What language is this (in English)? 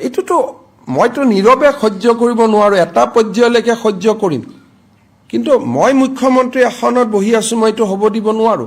Assamese